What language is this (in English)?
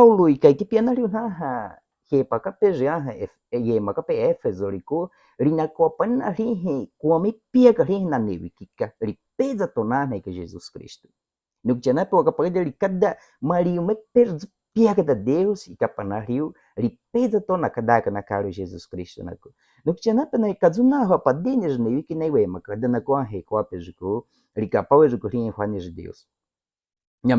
Baniwa